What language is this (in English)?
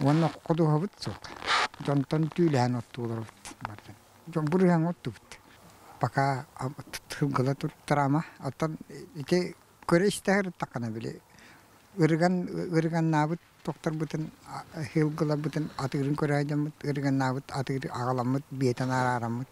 Yakut